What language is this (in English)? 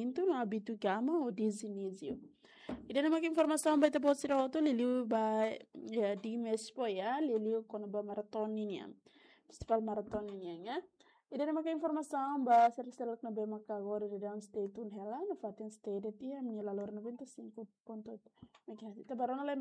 Tetum